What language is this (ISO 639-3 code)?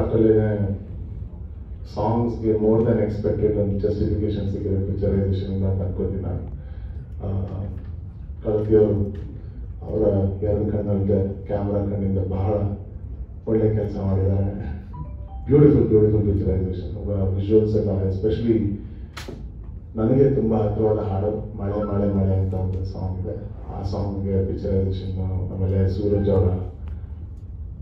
kan